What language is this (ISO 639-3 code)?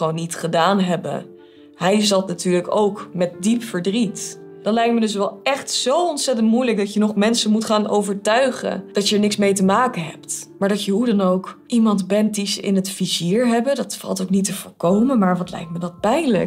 nld